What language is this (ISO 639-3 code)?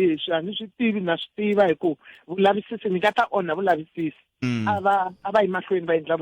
tso